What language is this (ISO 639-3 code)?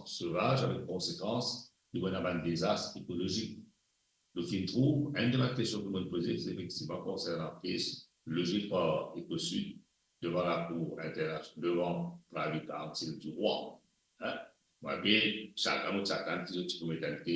mfe